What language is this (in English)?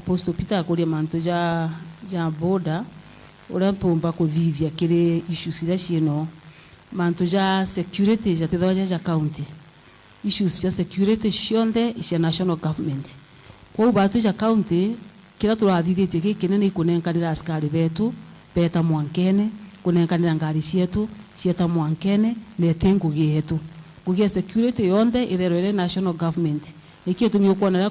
Meru